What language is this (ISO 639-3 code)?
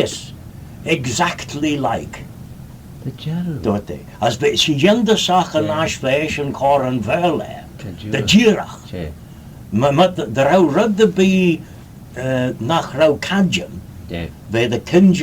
glv